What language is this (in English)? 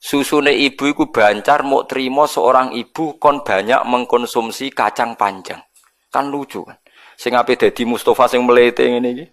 Javanese